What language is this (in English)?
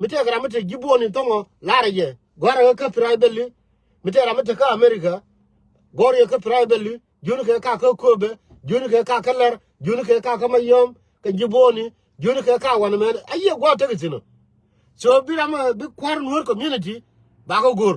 Nuer